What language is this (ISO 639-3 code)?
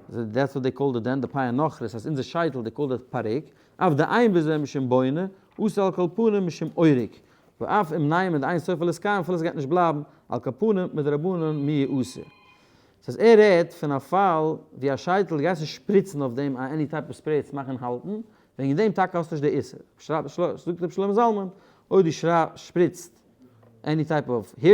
yid